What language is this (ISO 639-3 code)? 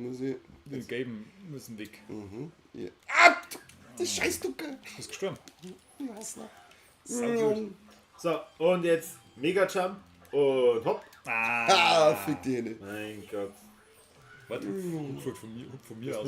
bar